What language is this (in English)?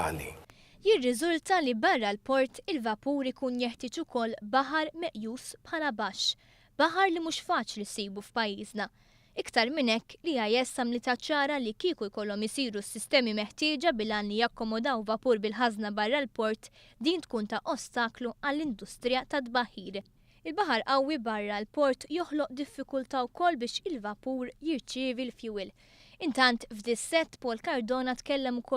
Maltese